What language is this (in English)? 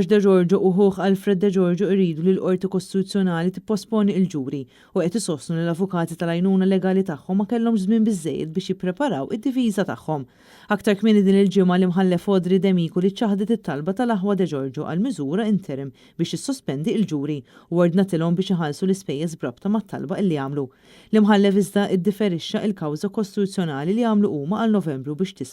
Maltese